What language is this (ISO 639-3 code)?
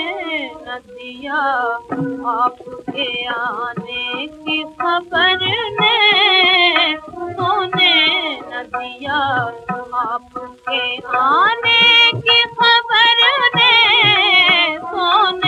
hin